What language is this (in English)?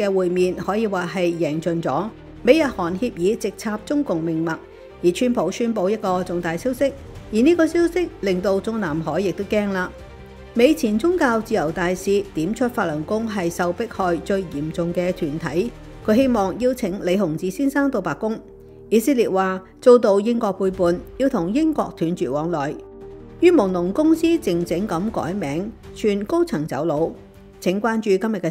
Cantonese